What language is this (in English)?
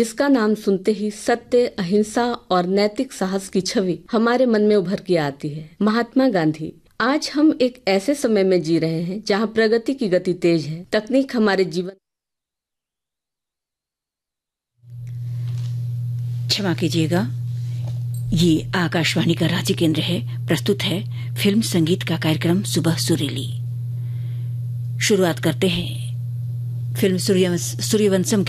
Hindi